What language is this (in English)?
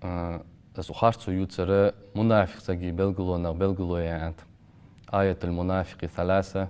Ingush